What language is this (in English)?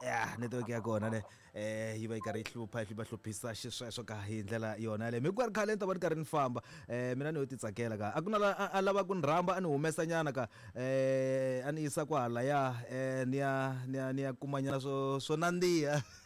Tsonga